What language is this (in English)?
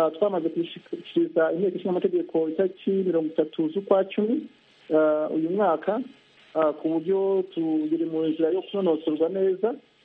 Kinyarwanda